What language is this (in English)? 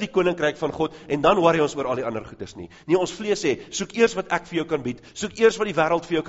Afrikaans